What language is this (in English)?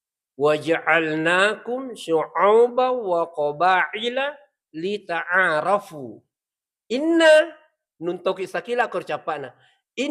Buginese